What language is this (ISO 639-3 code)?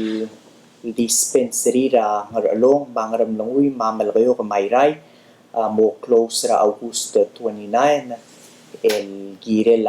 pau